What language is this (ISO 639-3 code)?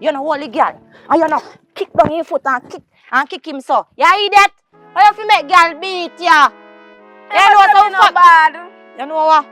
jam